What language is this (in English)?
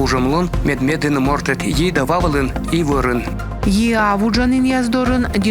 Komi